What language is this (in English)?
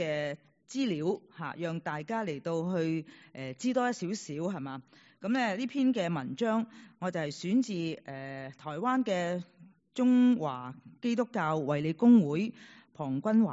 Cantonese